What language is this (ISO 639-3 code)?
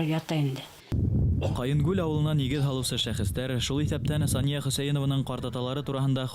bak